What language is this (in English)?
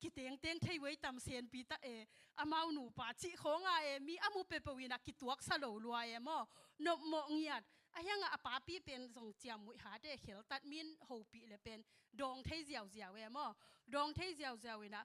Tedim Chin